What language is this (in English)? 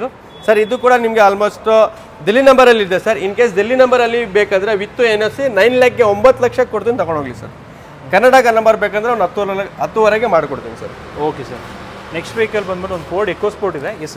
Kannada